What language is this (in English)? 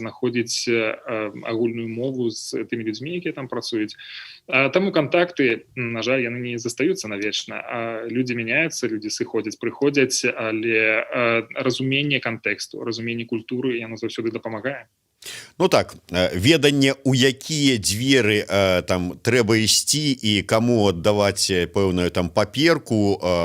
Belarusian